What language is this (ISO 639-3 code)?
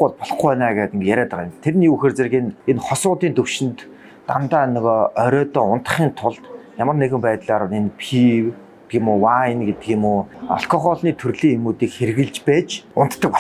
mon